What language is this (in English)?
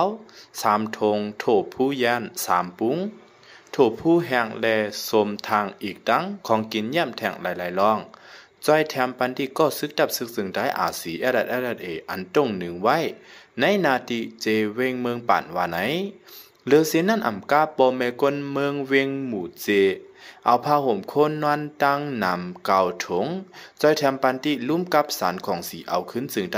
Shan